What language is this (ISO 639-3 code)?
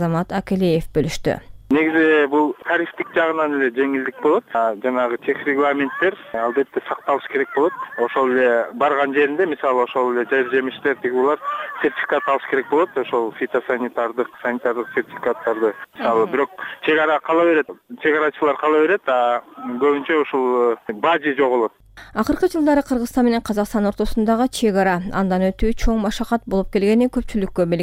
kir